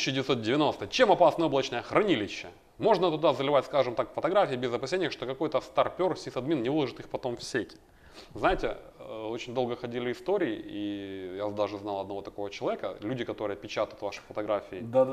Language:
Russian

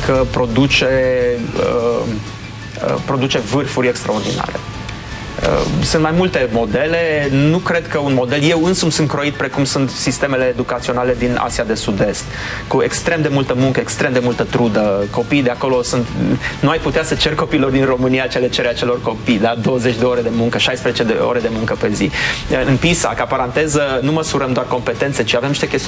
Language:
Romanian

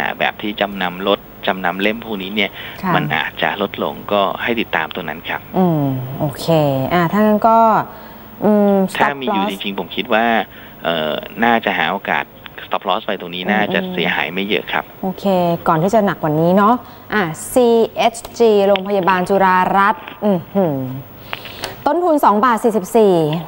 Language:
Thai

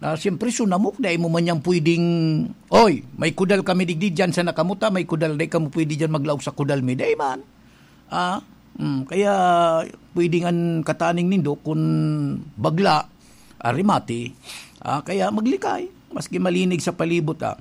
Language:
Bikol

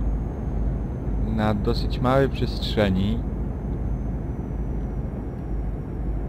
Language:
Polish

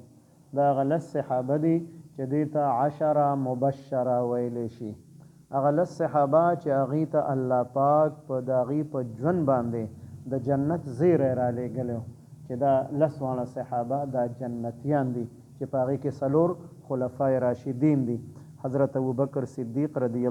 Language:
Pashto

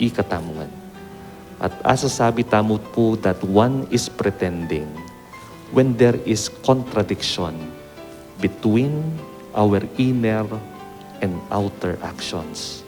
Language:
Pampanga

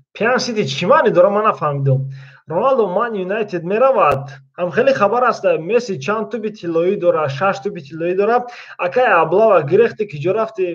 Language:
Tajik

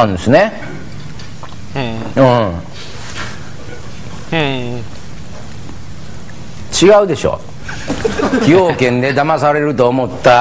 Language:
Japanese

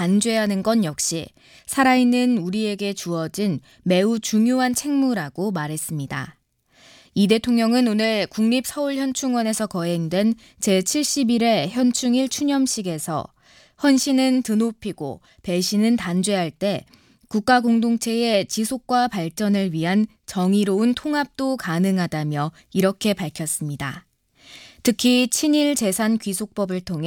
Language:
Korean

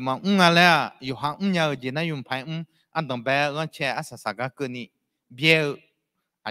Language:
Akha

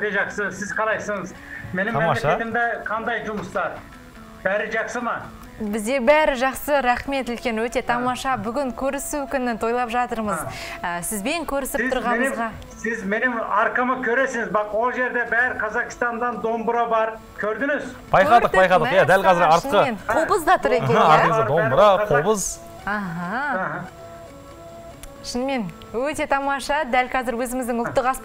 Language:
Kazakh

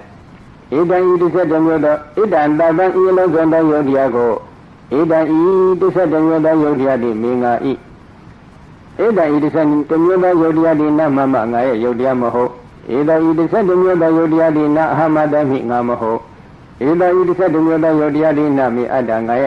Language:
Burmese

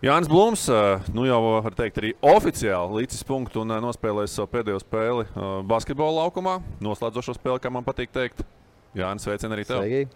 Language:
Latvian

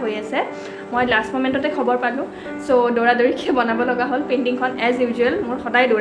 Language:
Assamese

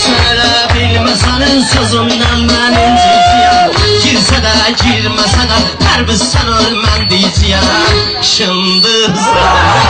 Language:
Azerbaijani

